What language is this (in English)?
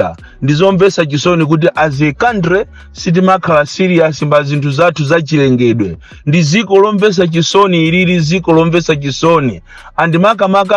Nyanja